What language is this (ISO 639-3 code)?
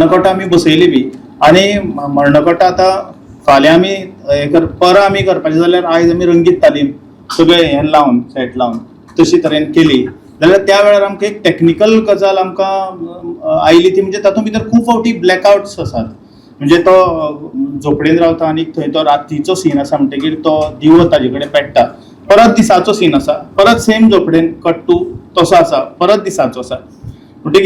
kok